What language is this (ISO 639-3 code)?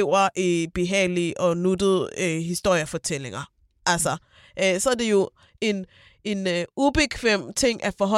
dan